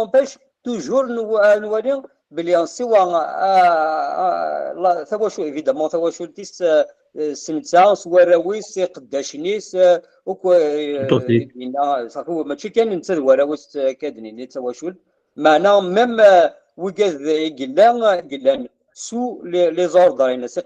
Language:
Kabyle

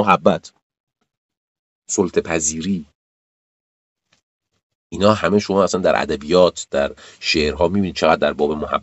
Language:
Persian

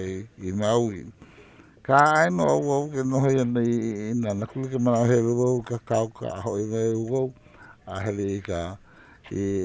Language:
Hawaiian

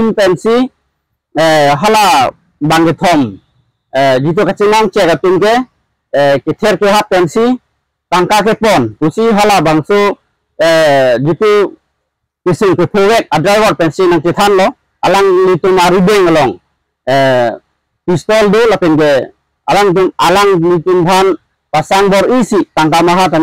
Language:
Karbi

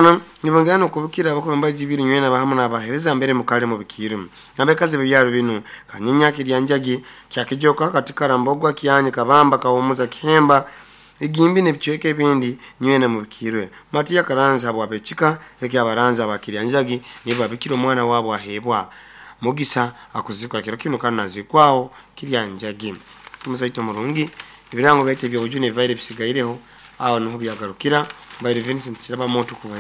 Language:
Nyoro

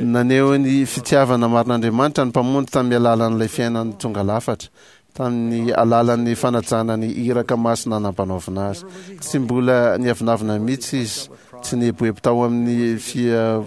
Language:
Malagasy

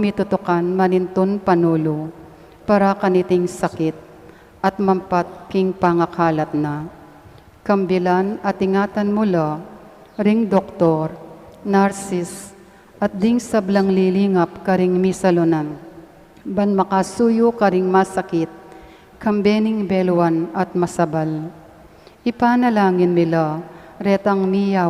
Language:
Pampanga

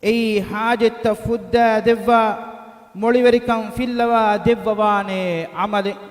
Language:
Divehi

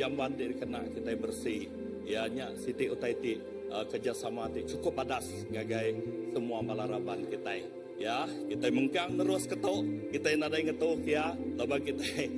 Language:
Iban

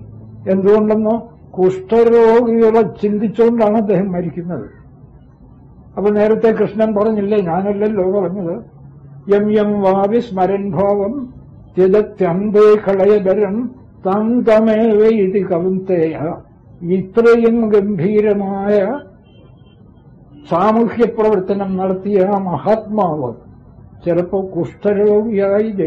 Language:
Malayalam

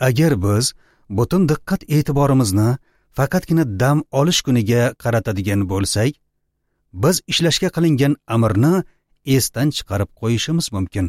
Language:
Uzbek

